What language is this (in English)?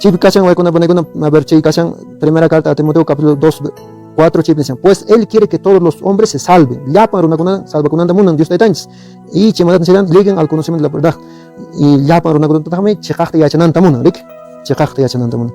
Quechua